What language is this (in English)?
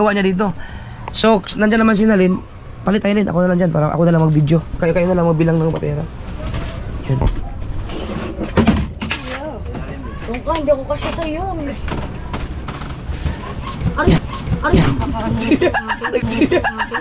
Filipino